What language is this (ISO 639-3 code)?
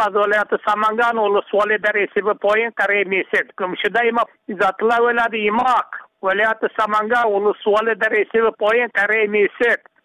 fas